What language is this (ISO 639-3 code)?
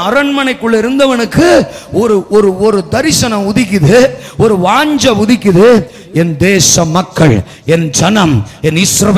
tam